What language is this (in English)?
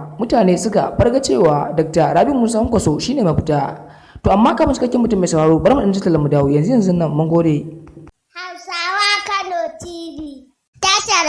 Hausa